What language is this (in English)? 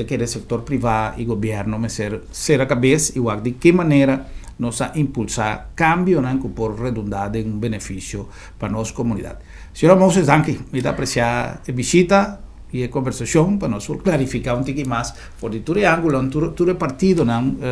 Papiamento